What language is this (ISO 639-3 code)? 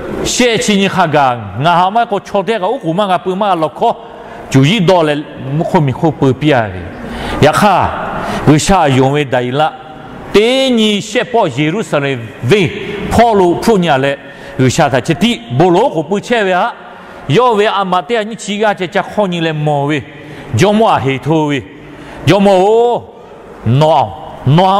lhu